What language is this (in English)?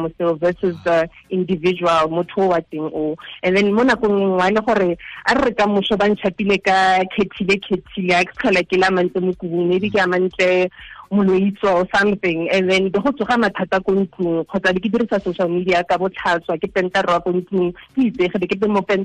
Tswana